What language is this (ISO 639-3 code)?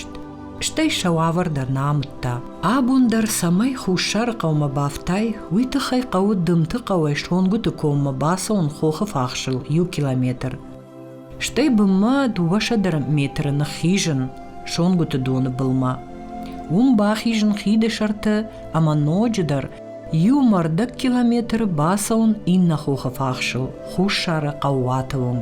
oss